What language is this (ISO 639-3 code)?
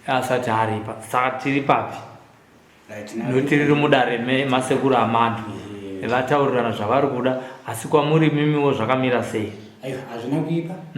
sna